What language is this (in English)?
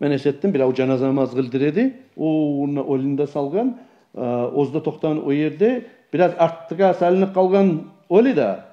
Kumyk